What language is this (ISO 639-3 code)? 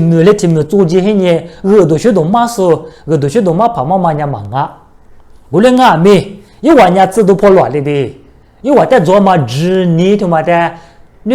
lis